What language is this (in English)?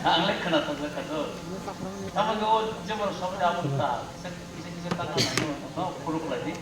Kok Borok